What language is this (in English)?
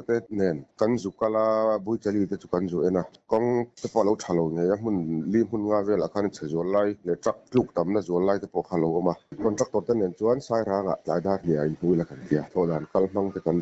Mizo